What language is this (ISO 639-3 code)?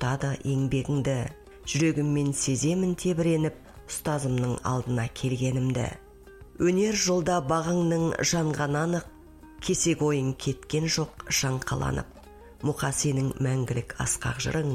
kaz